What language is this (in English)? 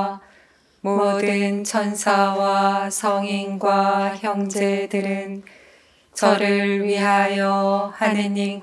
Korean